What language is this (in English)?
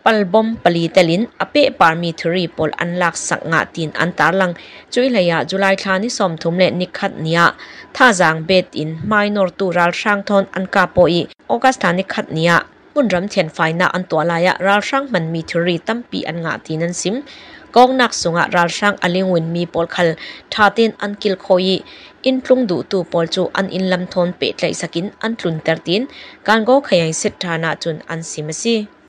Burmese